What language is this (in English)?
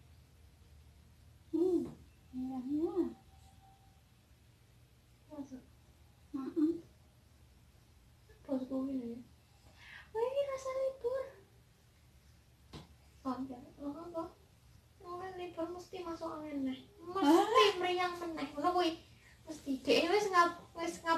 Javanese